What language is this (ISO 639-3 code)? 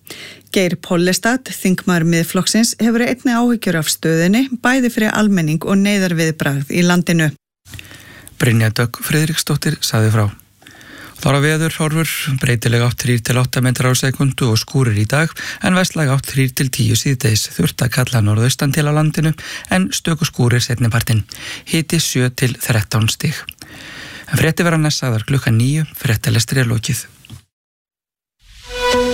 isl